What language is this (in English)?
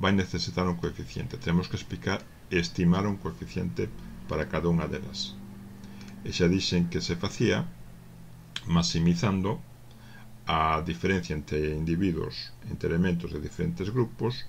Galician